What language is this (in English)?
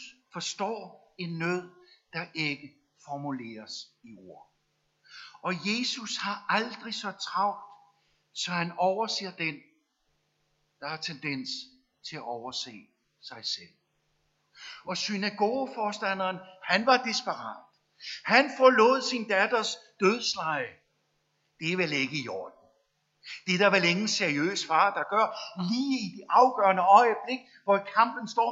Danish